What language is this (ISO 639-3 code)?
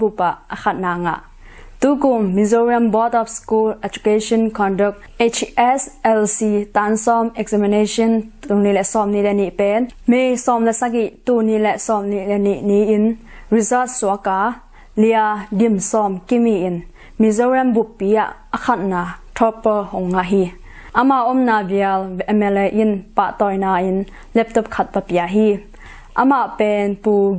ctd